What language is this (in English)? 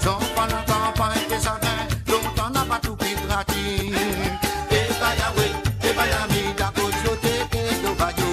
Morisyen